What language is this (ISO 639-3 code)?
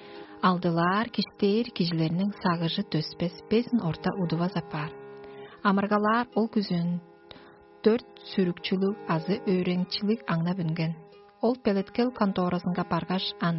tyv